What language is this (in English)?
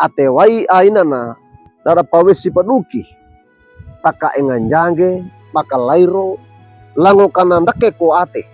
Wejewa